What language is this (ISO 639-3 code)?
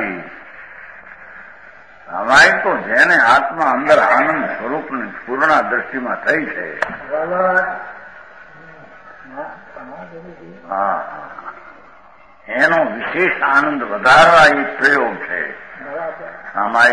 guj